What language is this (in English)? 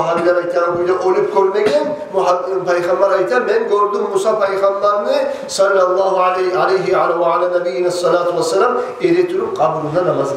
Kumyk